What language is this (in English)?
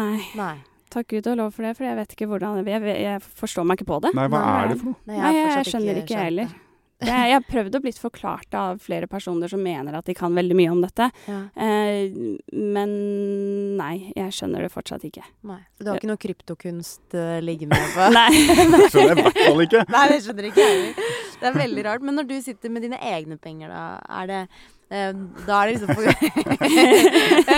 Norwegian